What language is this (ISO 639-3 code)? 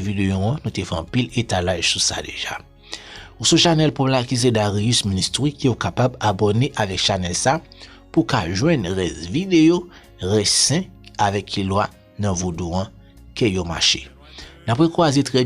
hat